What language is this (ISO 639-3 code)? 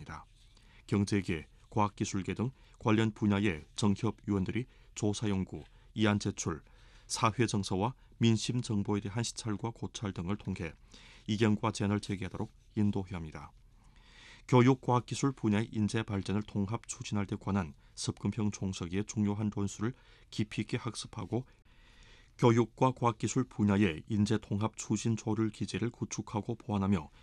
kor